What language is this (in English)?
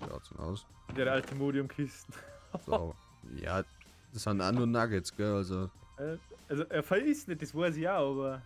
Bavarian